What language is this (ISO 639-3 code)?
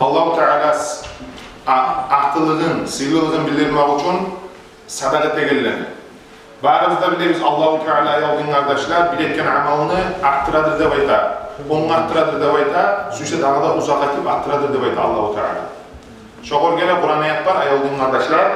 kum